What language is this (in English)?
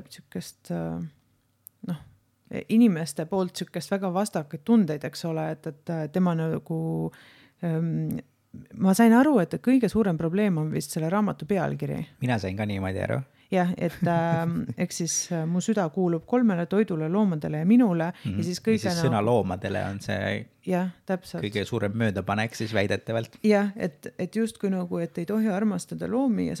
Estonian